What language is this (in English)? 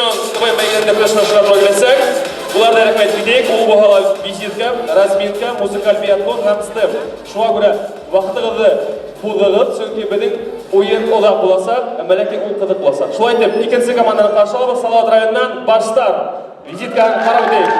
Bashkir